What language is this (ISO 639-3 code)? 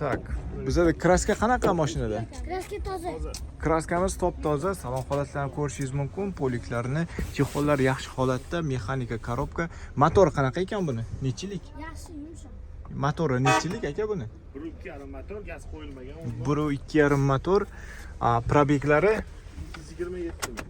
uzb